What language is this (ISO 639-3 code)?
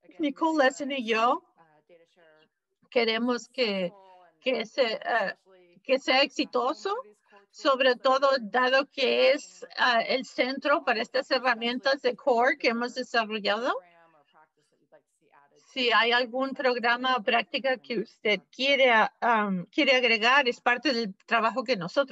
spa